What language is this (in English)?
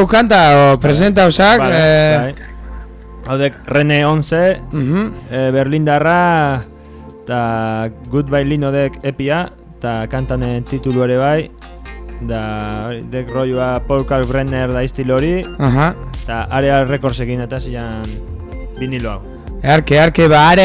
Basque